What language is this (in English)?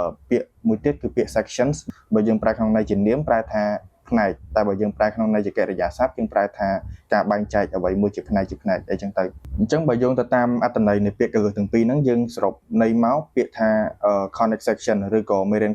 Khmer